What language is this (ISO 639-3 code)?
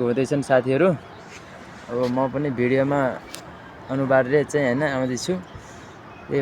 nep